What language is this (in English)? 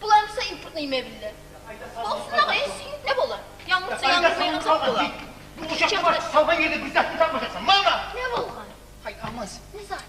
Kumyk